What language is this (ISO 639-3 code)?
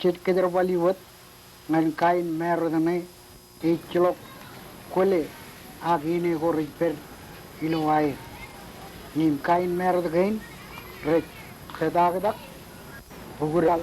mah